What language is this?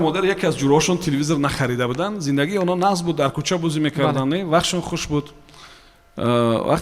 Tajik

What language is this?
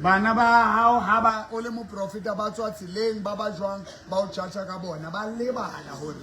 Southern Sotho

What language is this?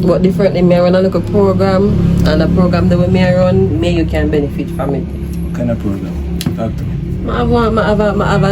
Jamaican Creole English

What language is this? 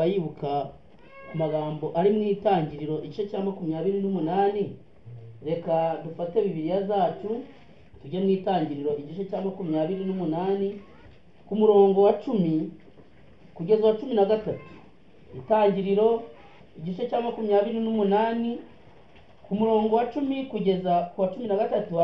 Kinyarwanda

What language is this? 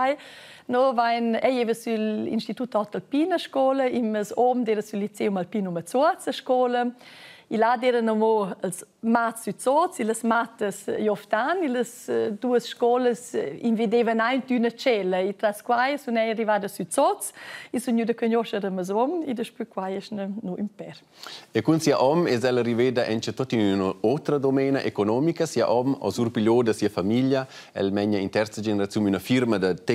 Romansh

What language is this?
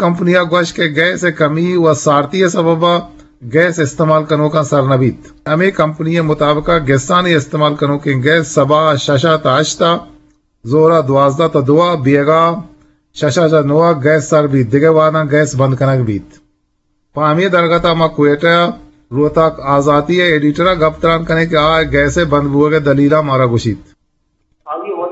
Eastern Balochi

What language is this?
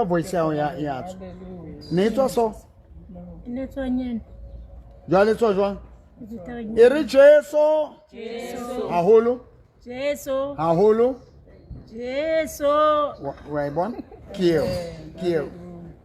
Southern Sotho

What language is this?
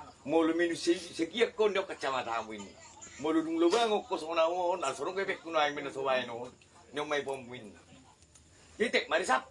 Batak Toba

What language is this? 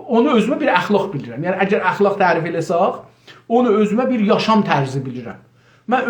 South Azerbaijani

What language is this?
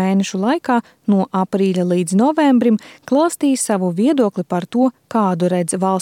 Latvian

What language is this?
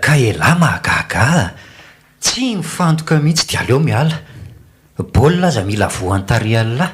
Malagasy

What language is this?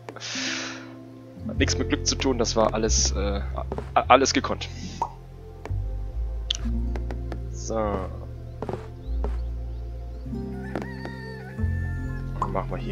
German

